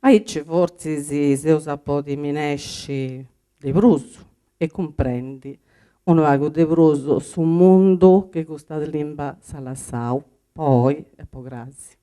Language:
Sardinian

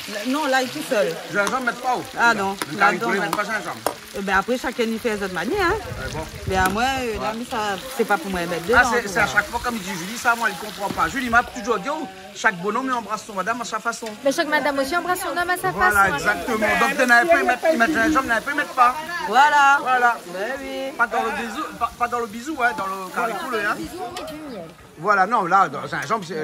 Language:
Réunion Creole French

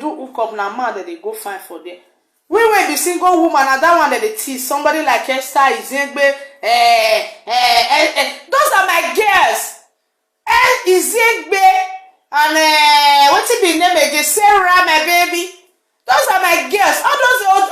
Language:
Nigerian Pidgin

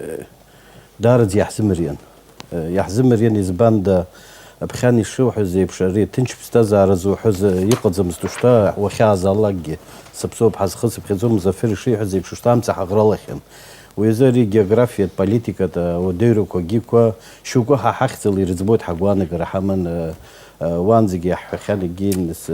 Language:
Abkhazian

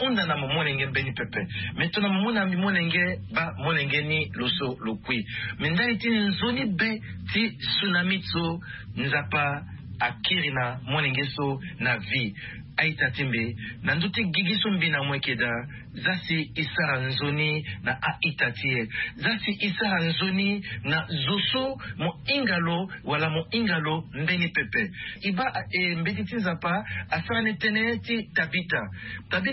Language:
Sango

